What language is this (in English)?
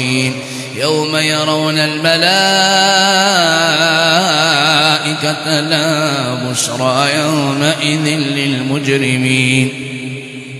Arabic